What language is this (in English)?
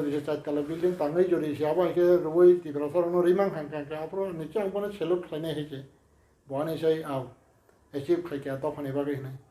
Kok Borok